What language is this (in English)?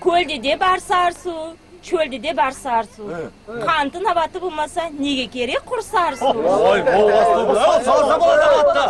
Kara-Kalpak